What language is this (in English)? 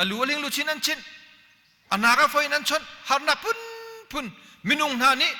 Hakha Chin